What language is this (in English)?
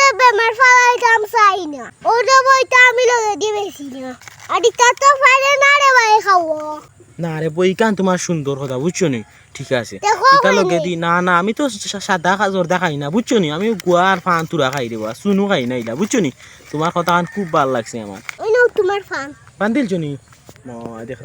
Sylheti